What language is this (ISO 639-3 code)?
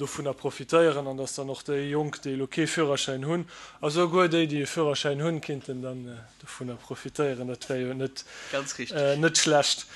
ltz